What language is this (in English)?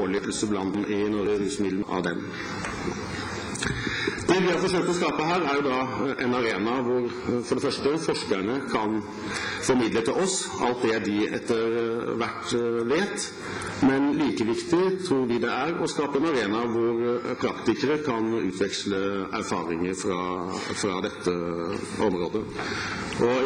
Norwegian